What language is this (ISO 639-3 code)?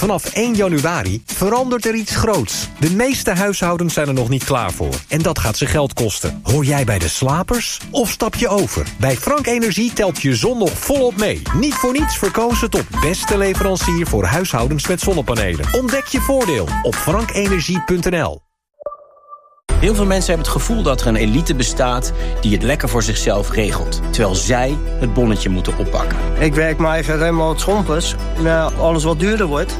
nld